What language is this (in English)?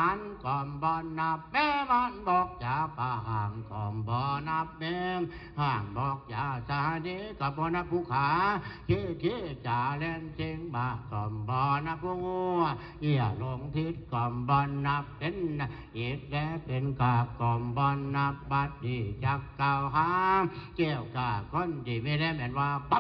Northeastern Thai